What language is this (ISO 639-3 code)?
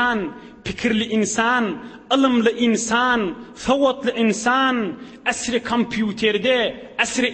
tuk